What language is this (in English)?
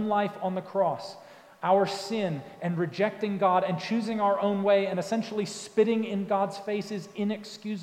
English